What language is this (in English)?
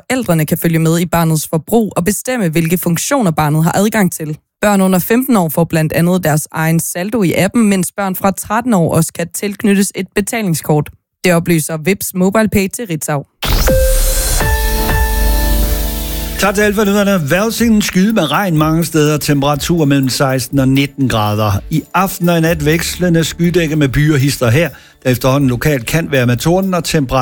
Danish